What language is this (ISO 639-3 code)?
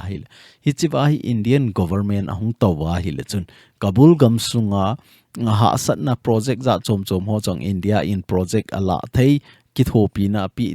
tcz